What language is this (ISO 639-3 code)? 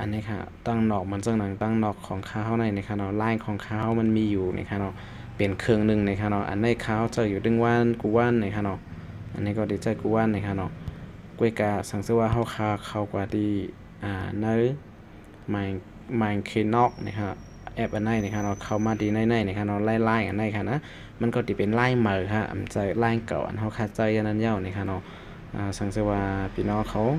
shn